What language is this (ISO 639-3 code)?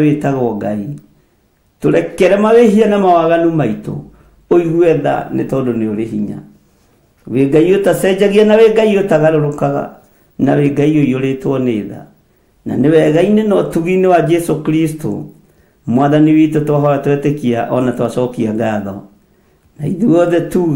kik